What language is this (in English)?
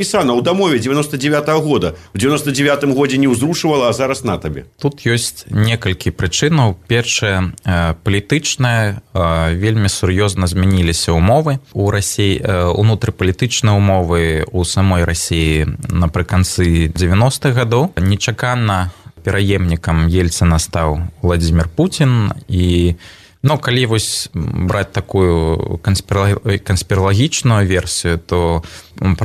Belarusian